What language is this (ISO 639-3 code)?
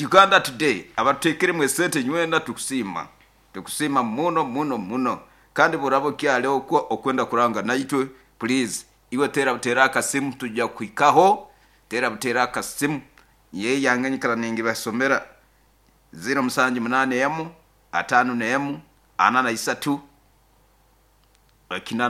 nyo